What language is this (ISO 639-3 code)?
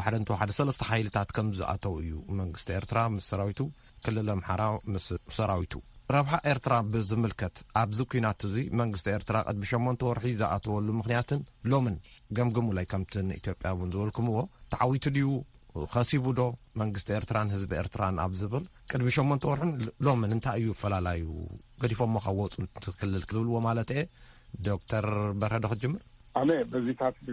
tir